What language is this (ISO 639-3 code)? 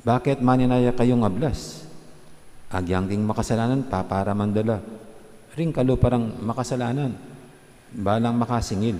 pam